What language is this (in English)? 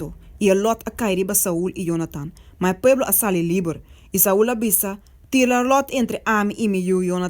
Papiamento